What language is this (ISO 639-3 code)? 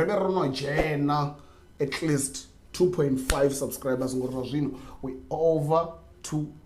ven